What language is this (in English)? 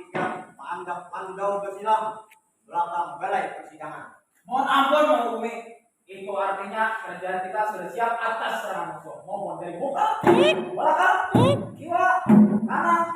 Banjar